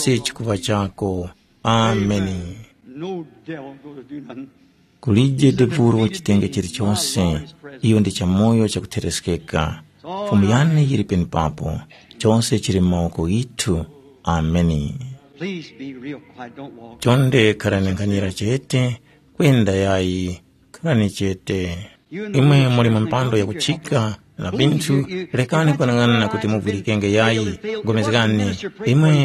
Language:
Tumbuka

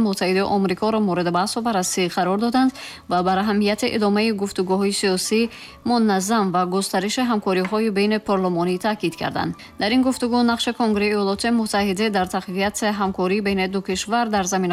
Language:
Tajik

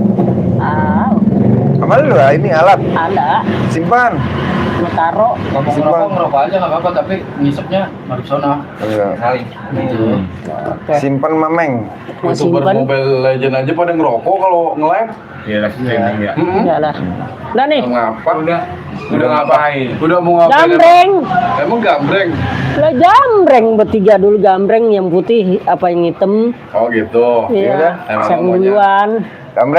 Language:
Betawi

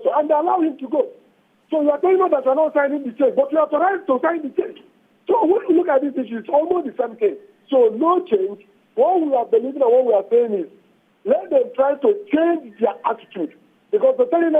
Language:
Nigerian Pidgin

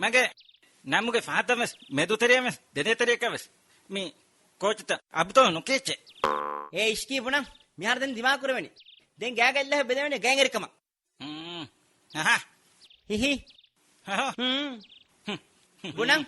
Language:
Divehi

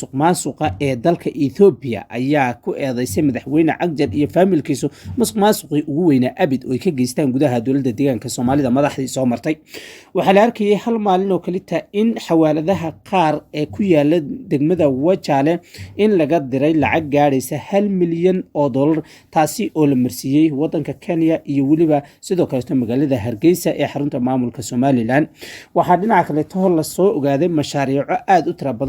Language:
Somali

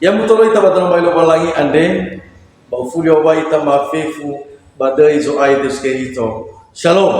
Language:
Nias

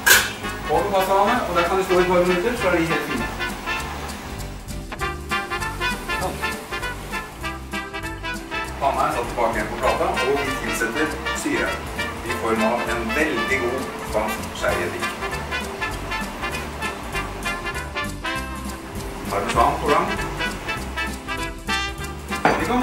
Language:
Norwegian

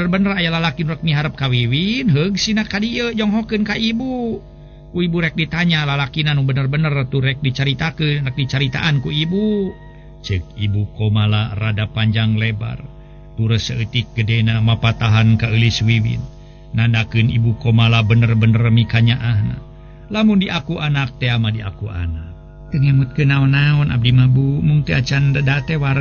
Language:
Sundanese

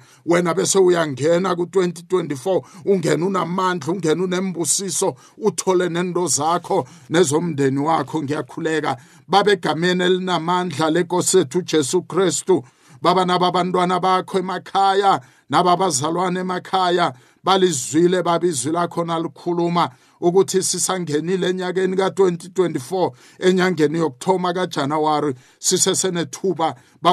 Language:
South Ndebele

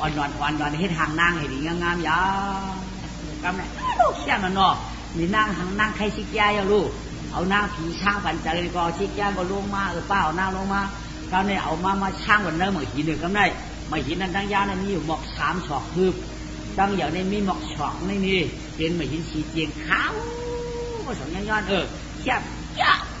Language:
Shan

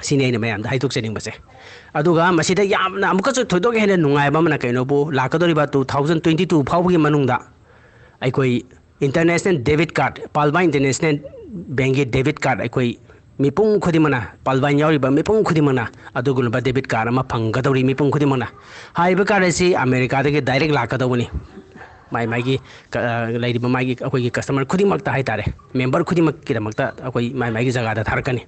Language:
Manipuri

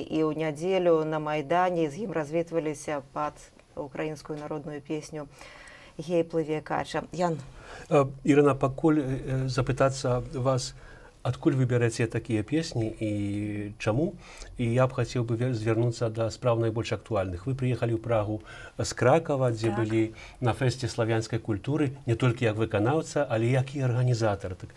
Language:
Belarusian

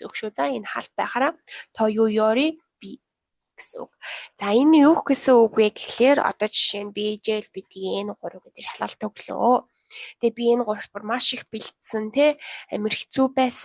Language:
Mongolian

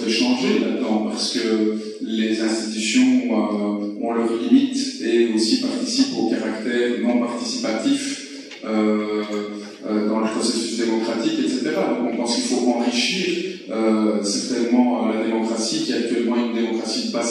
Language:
French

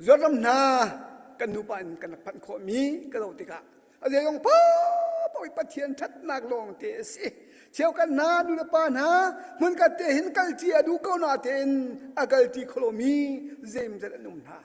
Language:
Hakha Chin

